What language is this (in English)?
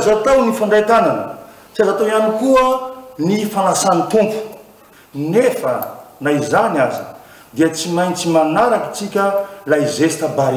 Malagasy